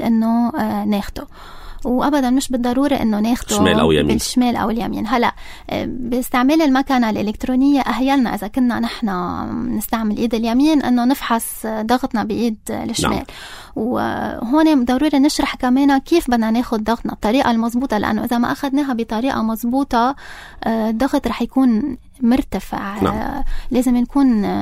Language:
North Levantine Arabic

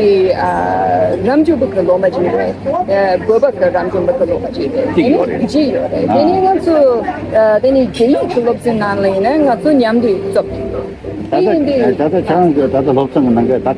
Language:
Tibetan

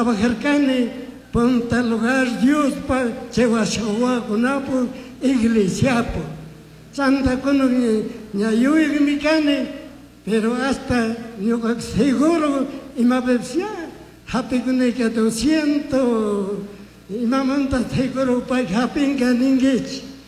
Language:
Chimborazo Highland Quichua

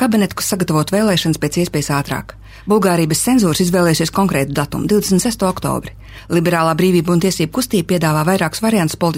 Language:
Latvian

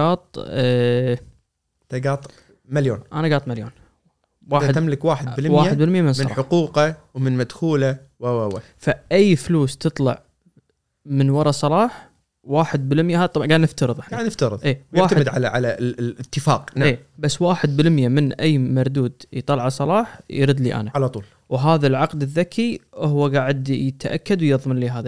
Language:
Gulf Arabic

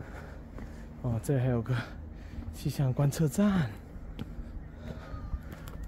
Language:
Chinese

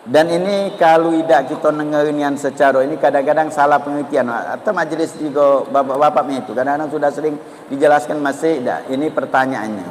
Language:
Musi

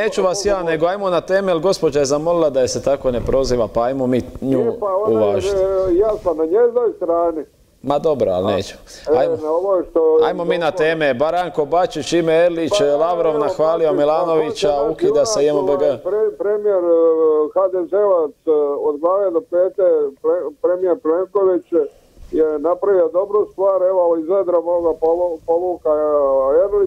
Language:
Croatian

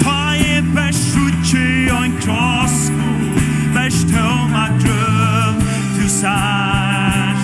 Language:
Faroese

